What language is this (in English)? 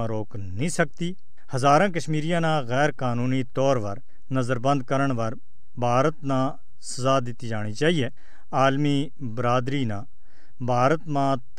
Gujari